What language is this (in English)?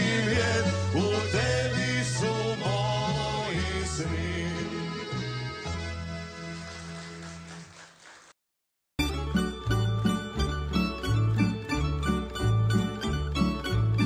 Serbian